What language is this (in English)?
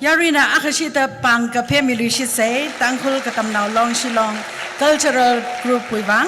Tangkhul Naga (India)